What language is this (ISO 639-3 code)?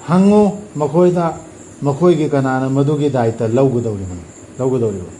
mni